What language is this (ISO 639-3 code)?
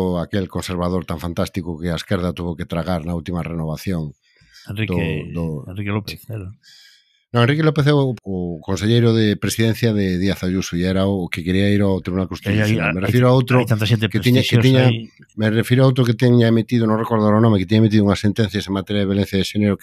glg